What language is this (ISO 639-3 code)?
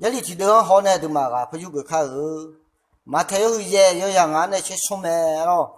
ahk